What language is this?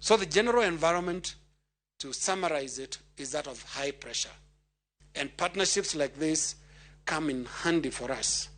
Luo (Kenya and Tanzania)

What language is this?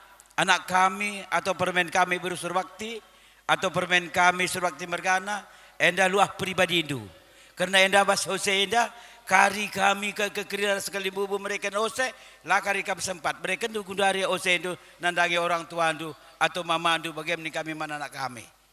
Batak Karo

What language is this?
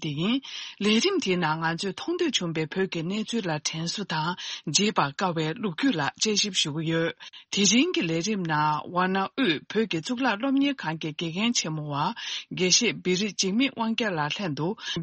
Tibetan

